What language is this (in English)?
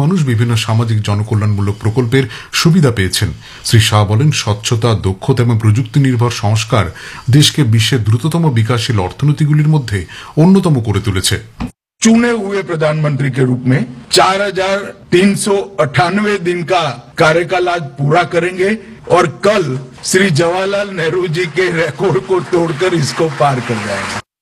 Bangla